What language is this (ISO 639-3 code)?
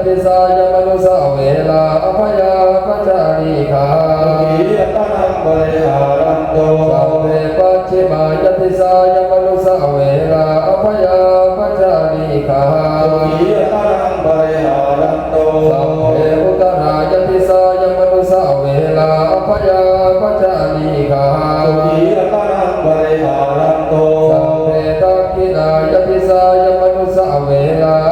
pli